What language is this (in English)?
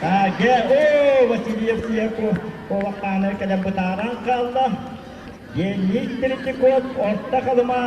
Yakut